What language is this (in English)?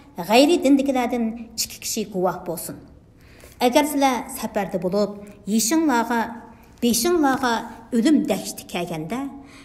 Uyghur